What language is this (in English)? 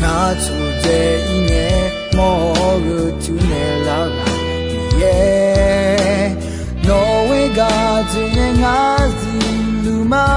Akha